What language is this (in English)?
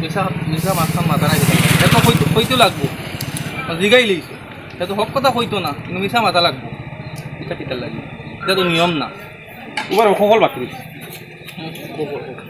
Sylheti